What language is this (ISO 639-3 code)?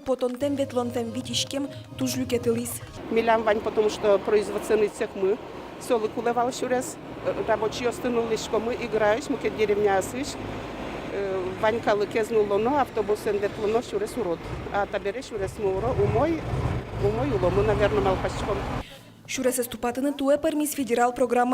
udm